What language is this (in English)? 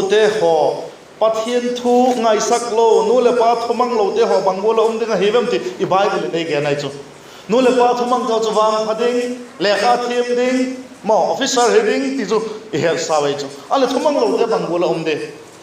Vaiphei